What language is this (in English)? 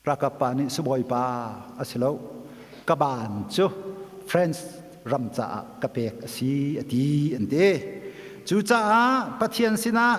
Hakha Chin